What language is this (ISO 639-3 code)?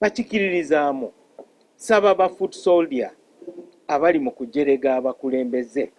lug